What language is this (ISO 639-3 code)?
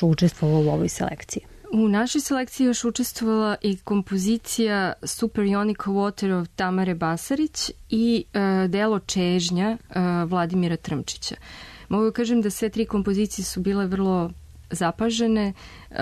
srp